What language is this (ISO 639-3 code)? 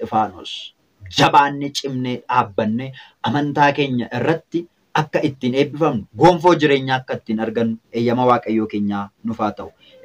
orm